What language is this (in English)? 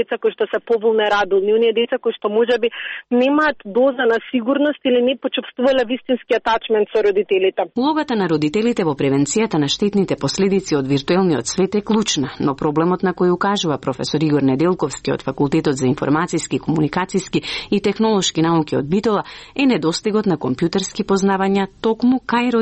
Macedonian